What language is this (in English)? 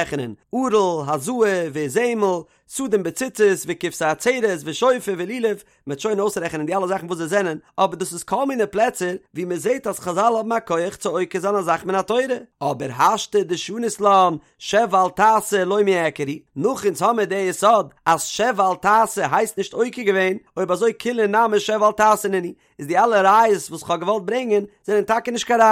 Yiddish